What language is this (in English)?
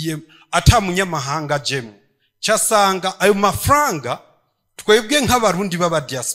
Rundi